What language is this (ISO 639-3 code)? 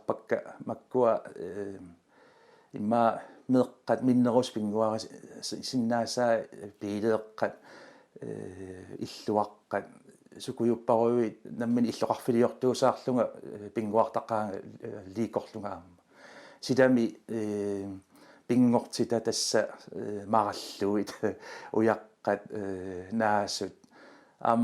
kal